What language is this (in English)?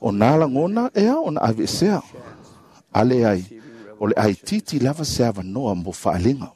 Samoan